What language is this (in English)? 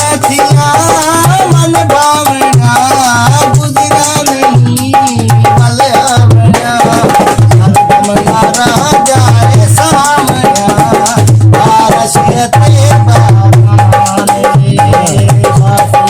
Saraiki